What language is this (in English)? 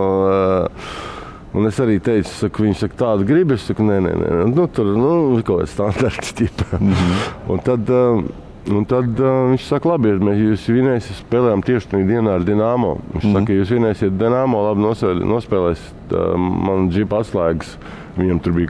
Latvian